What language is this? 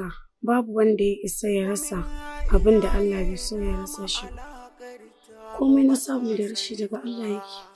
Hausa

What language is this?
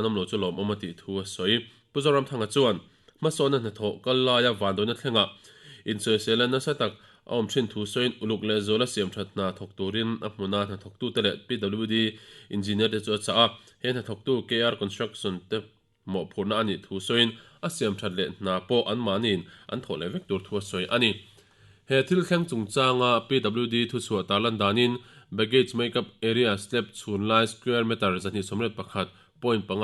Mizo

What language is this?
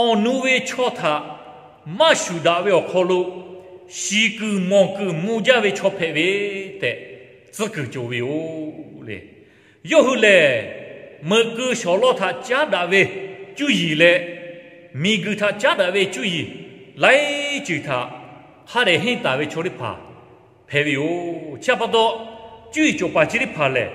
Lahu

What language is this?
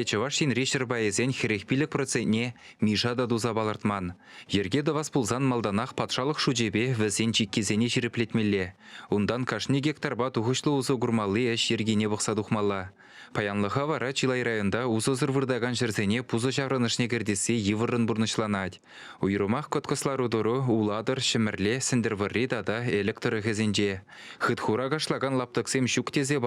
Chuvash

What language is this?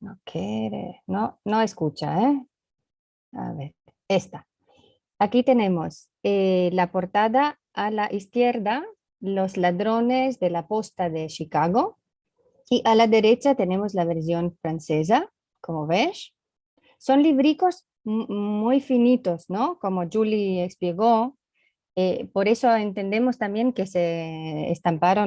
Ladino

